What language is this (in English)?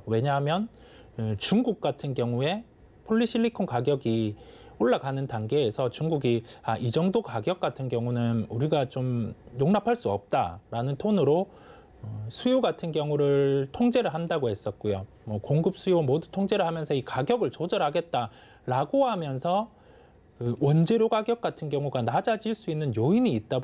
Korean